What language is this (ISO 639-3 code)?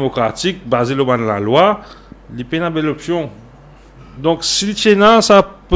mfe